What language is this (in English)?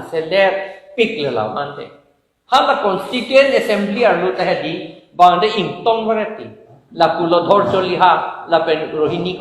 Karbi